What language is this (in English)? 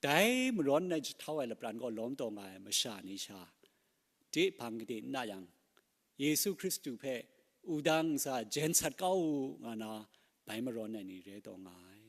Kachin